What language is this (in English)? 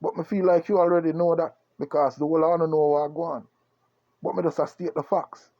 Jamaican Creole English